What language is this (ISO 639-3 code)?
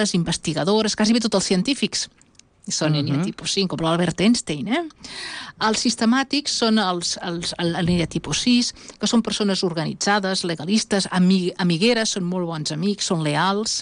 cat